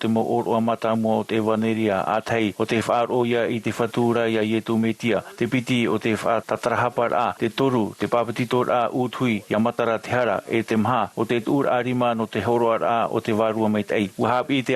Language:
Tahitian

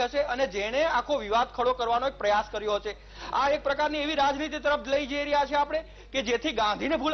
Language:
Gujarati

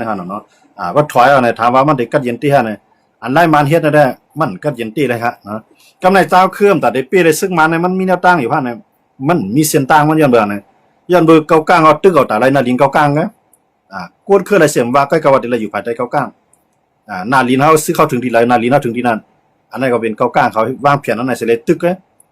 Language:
Shan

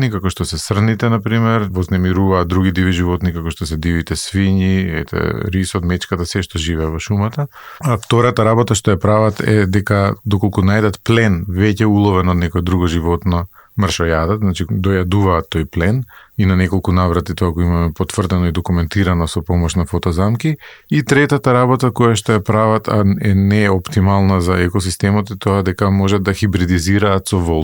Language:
Macedonian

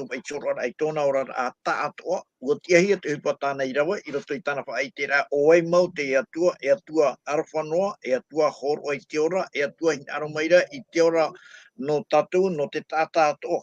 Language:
Tahitian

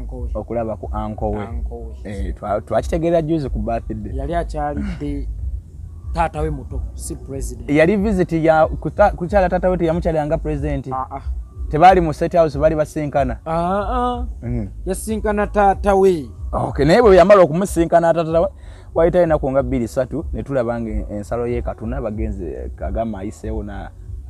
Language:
Ganda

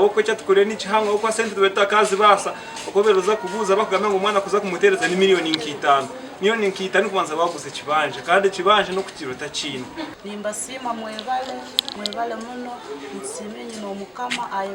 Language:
Nyankole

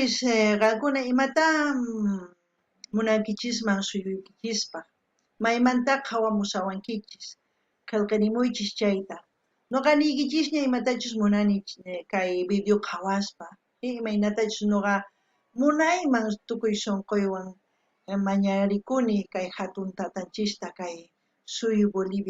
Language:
South Bolivian Quechua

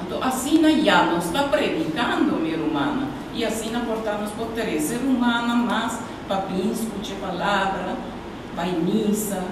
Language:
Papiamento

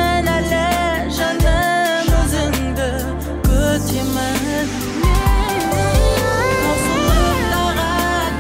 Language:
Kazakh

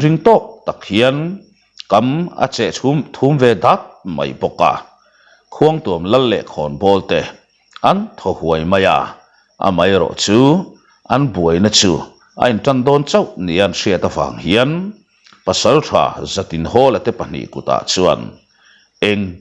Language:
Mizo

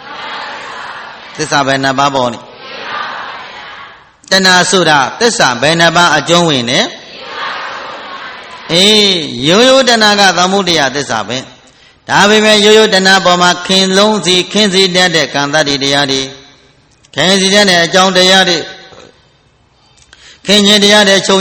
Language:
Burmese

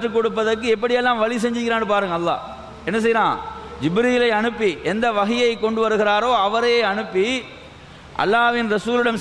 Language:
Tamil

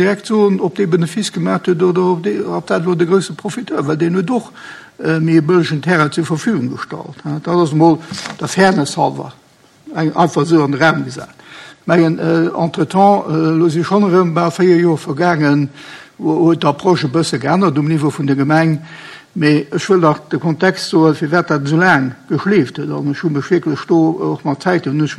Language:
Luxembourgish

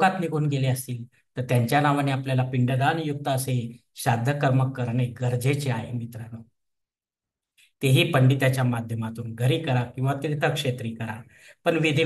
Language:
Marathi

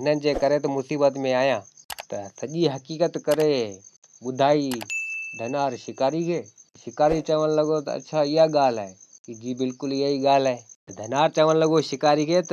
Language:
Sindhi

